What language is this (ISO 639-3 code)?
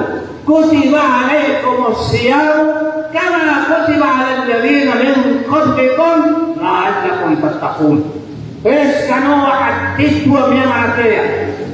mrw